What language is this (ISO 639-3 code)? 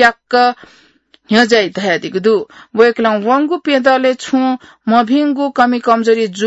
new